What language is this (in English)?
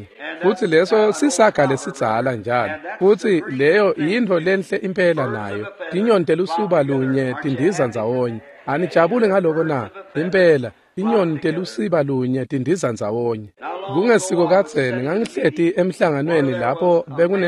Swati